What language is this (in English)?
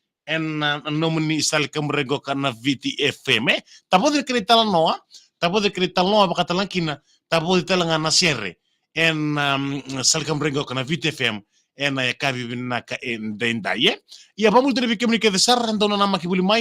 Fijian